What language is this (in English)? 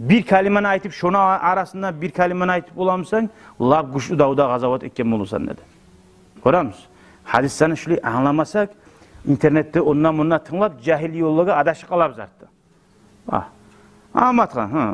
Kumyk